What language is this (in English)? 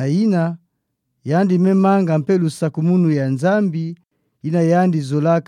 Kituba (Democratic Republic of Congo)